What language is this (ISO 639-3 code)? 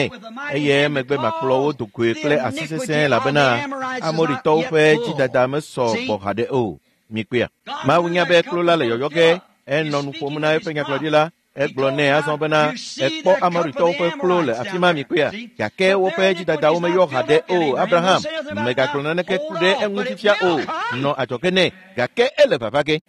ewe